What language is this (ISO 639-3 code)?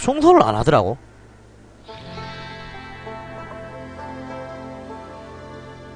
kor